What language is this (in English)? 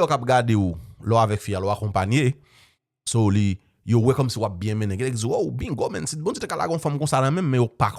Haitian Creole